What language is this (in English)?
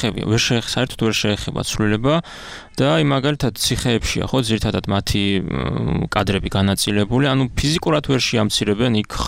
Georgian